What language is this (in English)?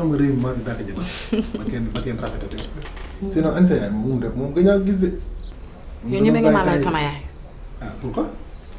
Wolof